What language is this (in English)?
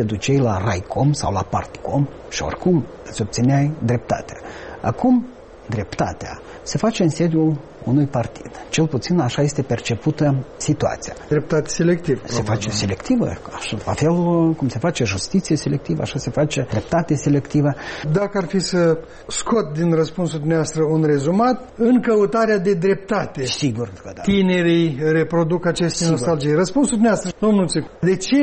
Romanian